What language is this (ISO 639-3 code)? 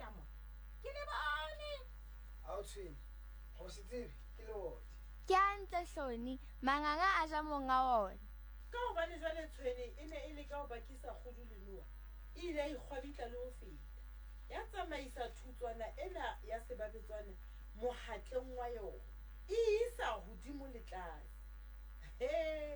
sot